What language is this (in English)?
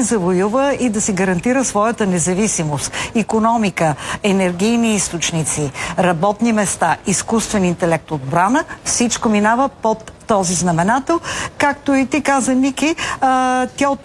Bulgarian